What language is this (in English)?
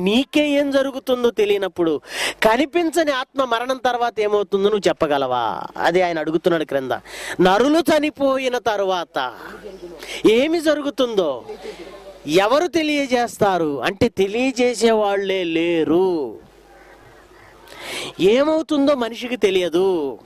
Telugu